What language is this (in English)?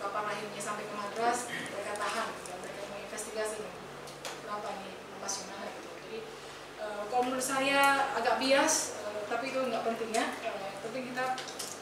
Indonesian